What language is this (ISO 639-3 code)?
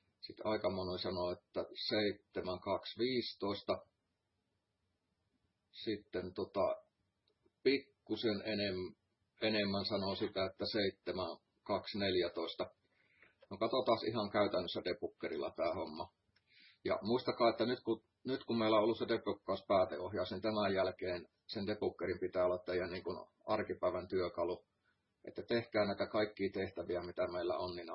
fin